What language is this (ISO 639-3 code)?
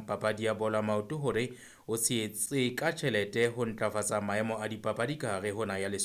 sot